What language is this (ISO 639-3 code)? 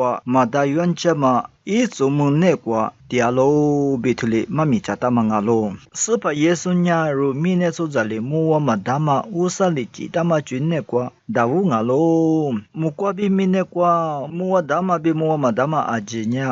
lis